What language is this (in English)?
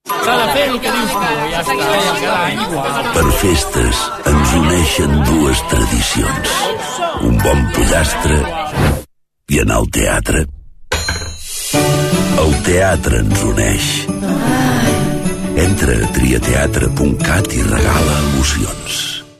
Catalan